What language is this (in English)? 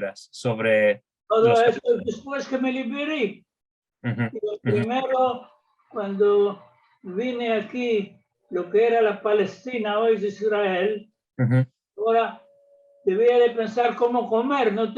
Ladino